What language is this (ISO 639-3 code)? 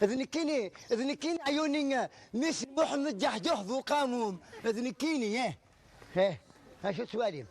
kab